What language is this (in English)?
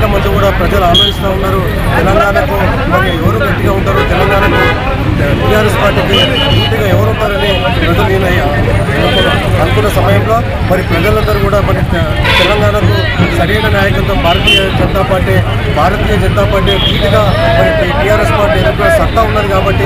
Telugu